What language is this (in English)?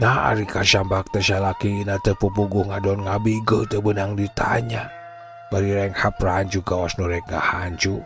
Sundanese